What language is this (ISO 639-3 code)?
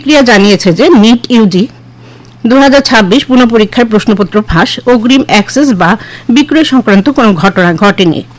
ben